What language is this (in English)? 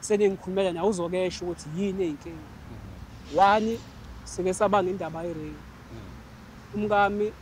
Zulu